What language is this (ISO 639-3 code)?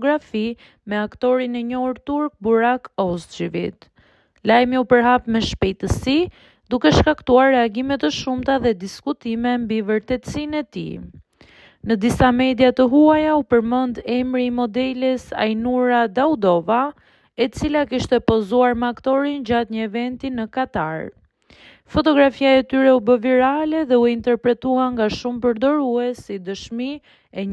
sqi